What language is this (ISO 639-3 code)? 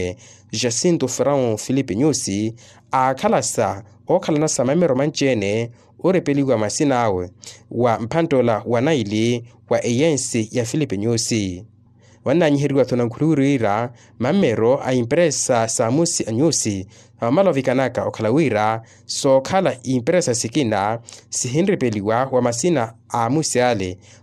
vmw